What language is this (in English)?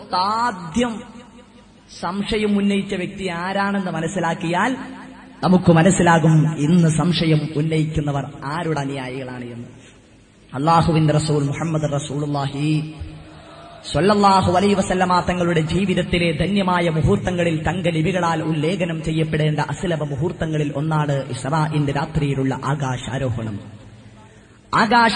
Malayalam